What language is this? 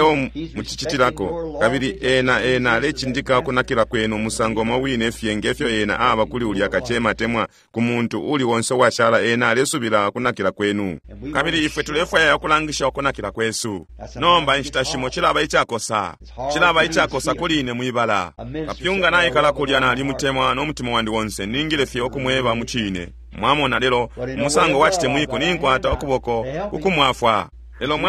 Bemba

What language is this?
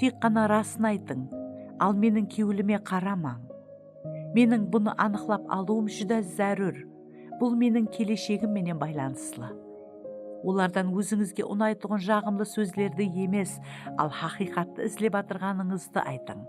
Kara-Kalpak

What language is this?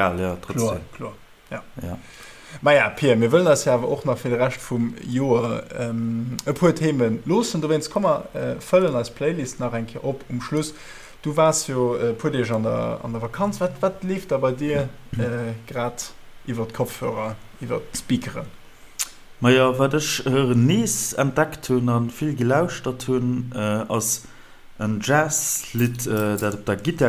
Luxembourgish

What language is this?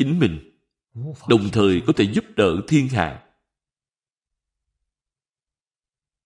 Vietnamese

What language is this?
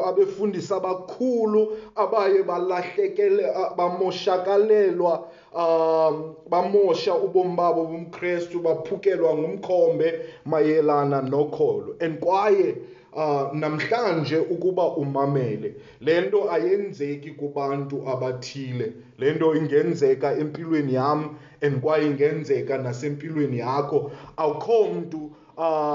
Xhosa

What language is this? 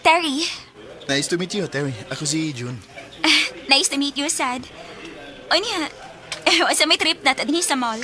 Cebuano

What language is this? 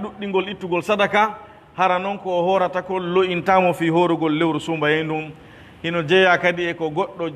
Pular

